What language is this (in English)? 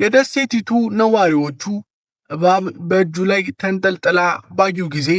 Amharic